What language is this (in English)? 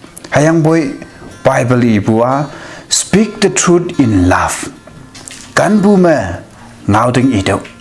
Konyak Naga